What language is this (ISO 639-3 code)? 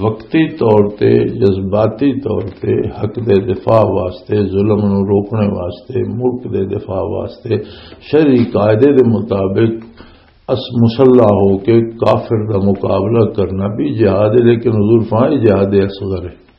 lah